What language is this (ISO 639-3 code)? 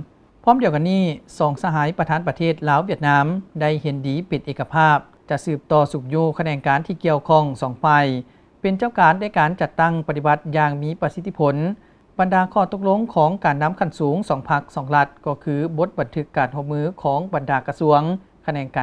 lao